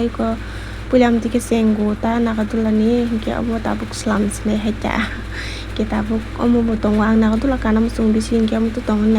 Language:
Kok Borok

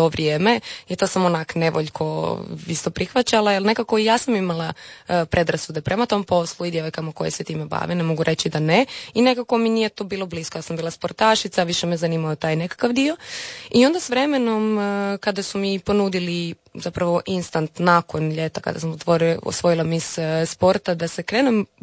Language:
Croatian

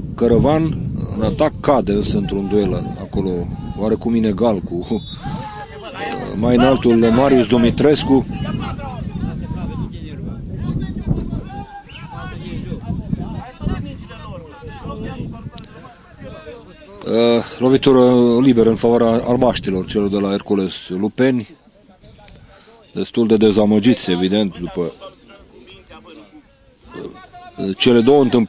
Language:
Romanian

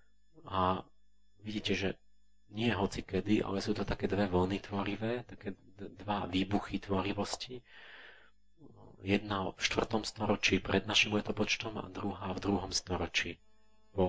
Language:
Slovak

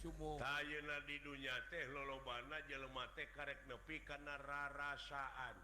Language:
Sundanese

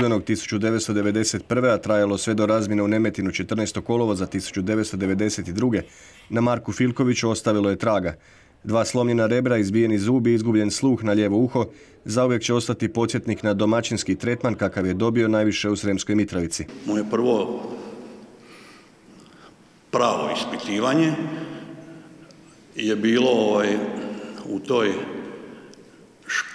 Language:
Croatian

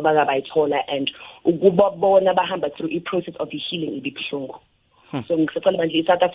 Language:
South Ndebele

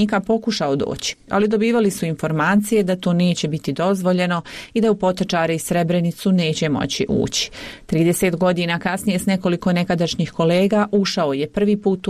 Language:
Bosnian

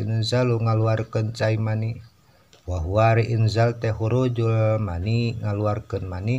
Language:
Sundanese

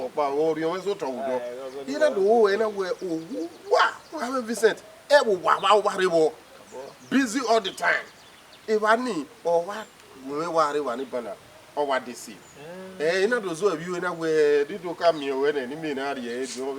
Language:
Bini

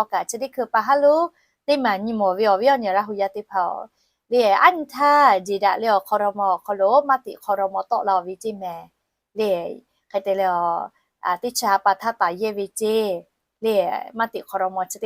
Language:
Lahu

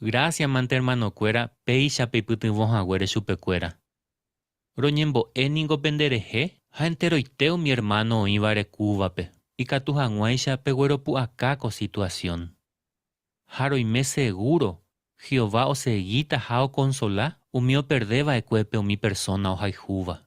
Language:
Guarani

